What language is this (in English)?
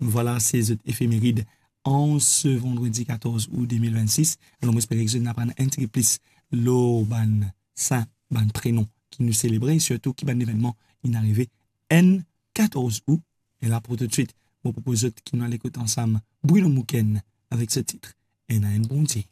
Morisyen